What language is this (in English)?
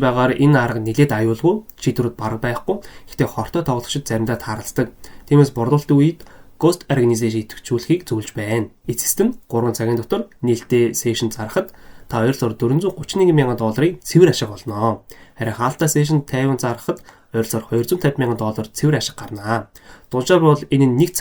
Mongolian